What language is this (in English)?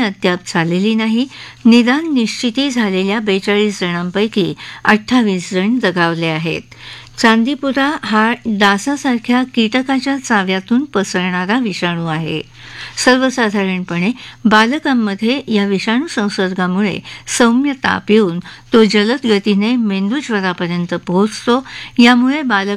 Marathi